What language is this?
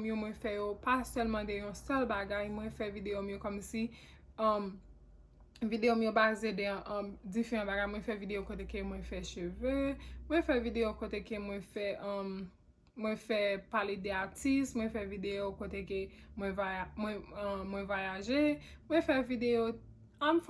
Haitian Creole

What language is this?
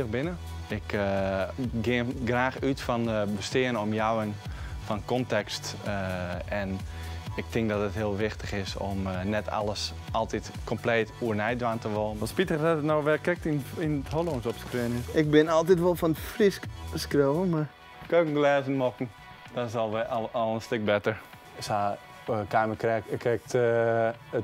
Western Frisian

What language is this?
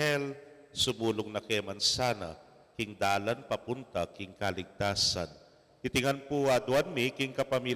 Pampanga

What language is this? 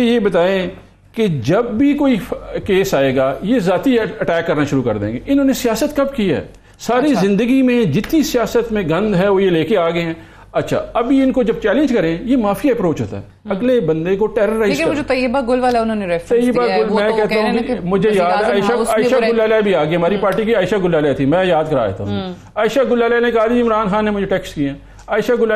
Urdu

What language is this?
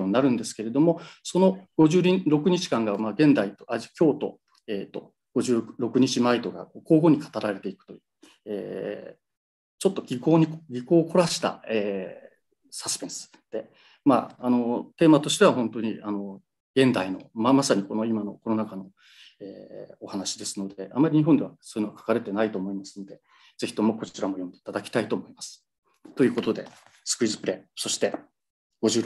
Japanese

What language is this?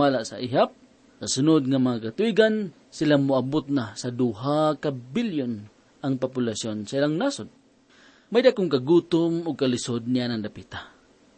Cebuano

